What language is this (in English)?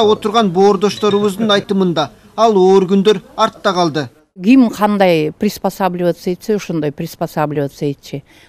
Kyrgyz